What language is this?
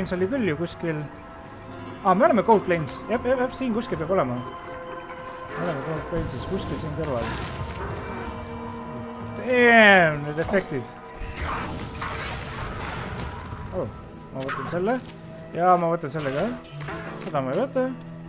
Estonian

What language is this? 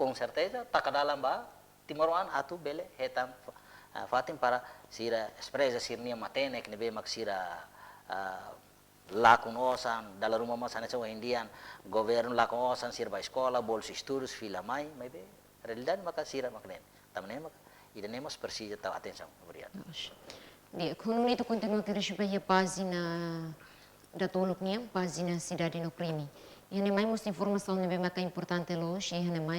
Tetum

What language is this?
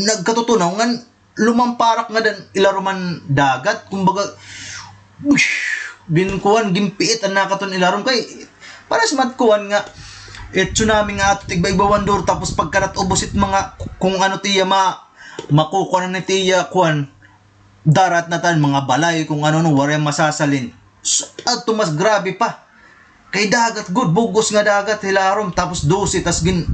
Waray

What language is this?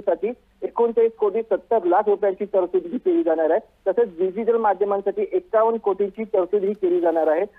Marathi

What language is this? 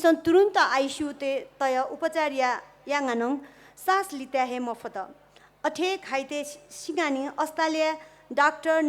Newari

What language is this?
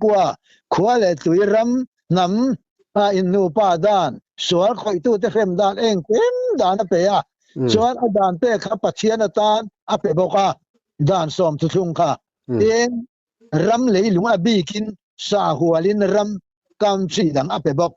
Mizo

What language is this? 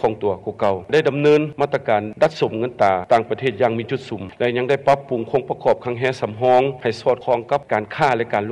Lao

